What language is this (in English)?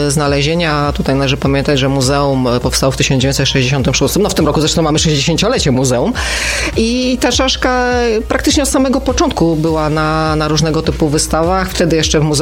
Polish